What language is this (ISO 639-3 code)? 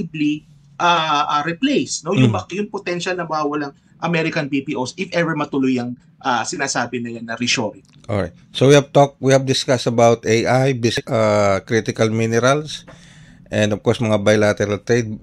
fil